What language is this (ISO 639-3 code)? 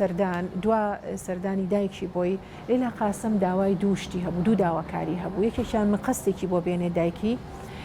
ckb